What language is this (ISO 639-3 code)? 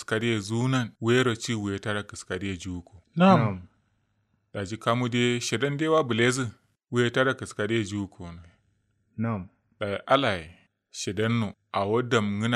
kau